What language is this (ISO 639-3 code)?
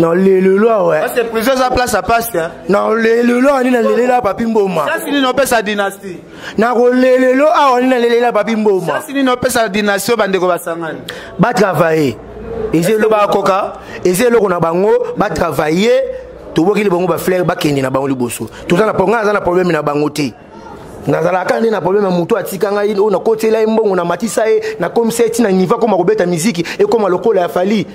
lin